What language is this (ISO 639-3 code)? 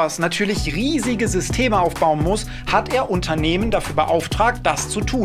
deu